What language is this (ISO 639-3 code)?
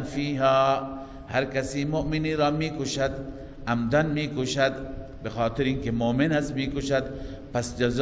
fas